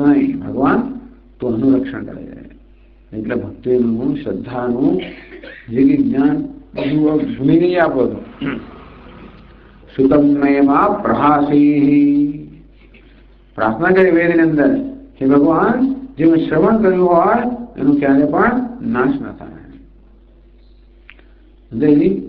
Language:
Gujarati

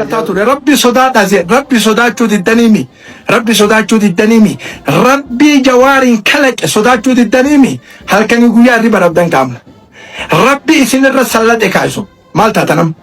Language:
Oromo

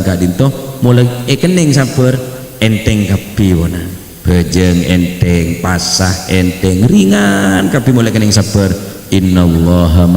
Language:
Madurese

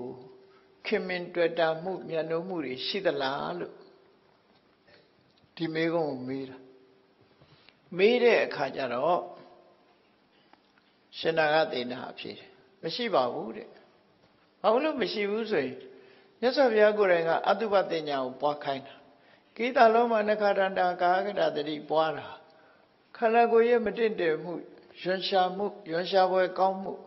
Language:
Burmese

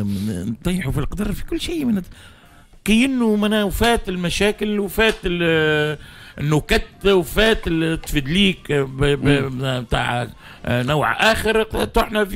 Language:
Tunisian Arabic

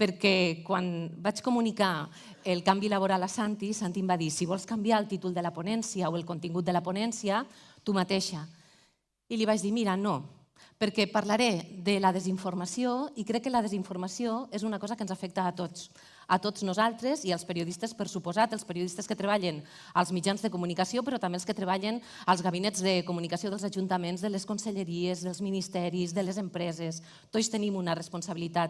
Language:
Catalan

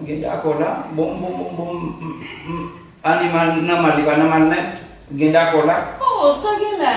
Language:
Haitian Creole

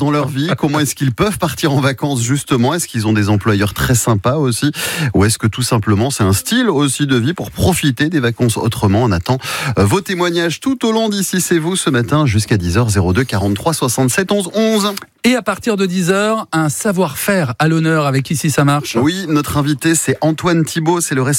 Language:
French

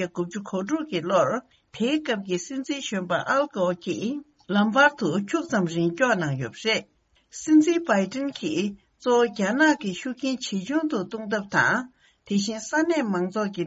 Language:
Tibetan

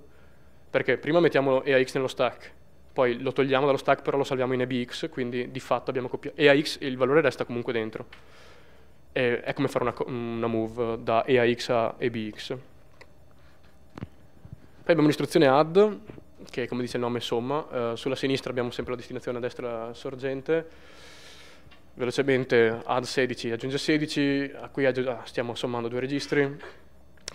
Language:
Italian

